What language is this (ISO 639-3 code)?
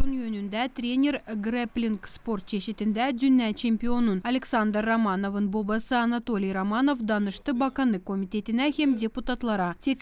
gag